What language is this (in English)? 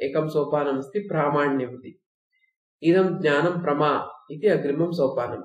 Sanskrit